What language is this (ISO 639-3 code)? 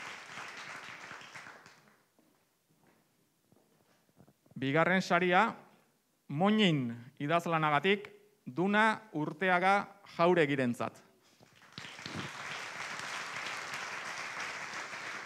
eus